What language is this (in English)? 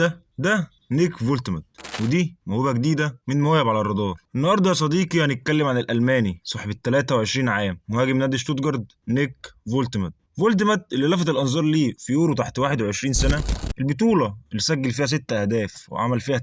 Egyptian Arabic